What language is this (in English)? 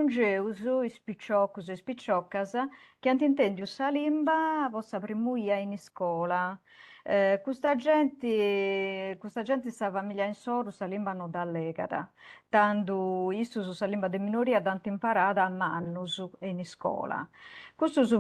Sardinian